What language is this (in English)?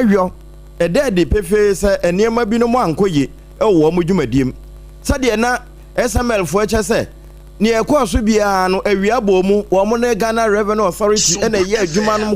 Akan